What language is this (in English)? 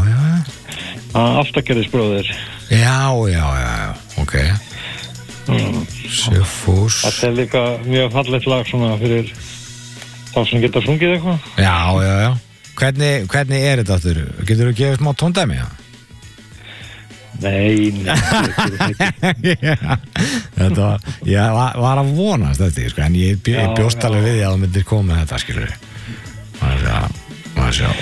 Icelandic